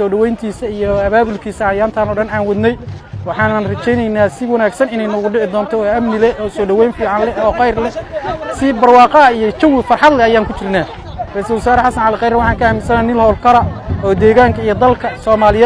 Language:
Somali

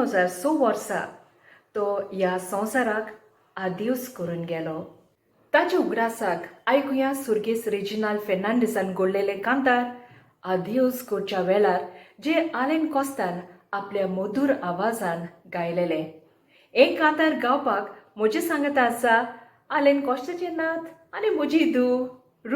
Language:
Konkani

